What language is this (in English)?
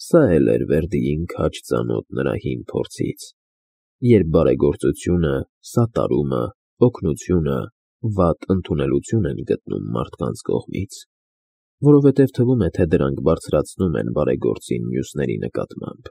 Armenian